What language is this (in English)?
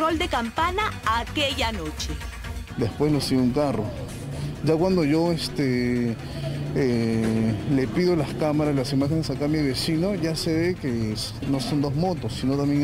Spanish